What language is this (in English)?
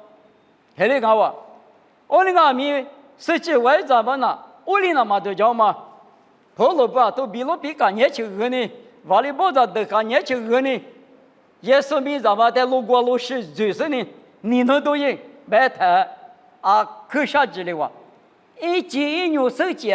Lisu